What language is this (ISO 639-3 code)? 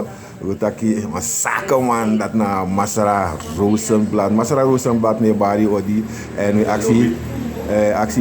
srn